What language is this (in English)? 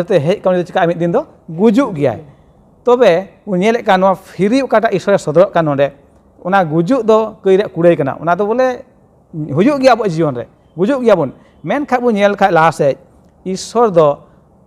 Santali